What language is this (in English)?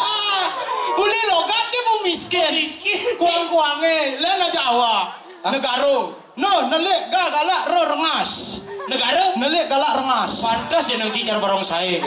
Balinese